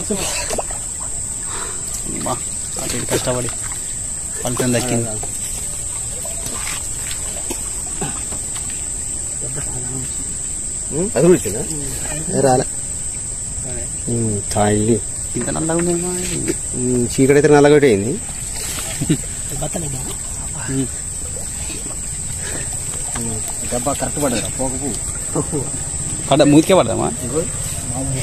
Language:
Telugu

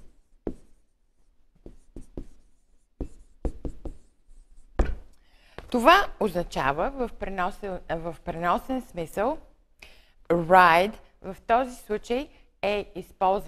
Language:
Bulgarian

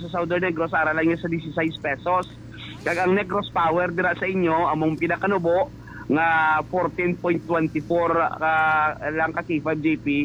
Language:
Hiligaynon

